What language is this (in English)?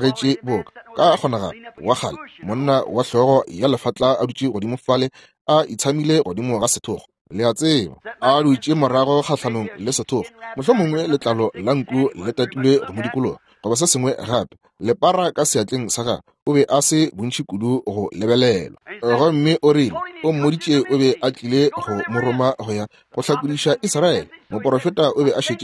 Northern Sotho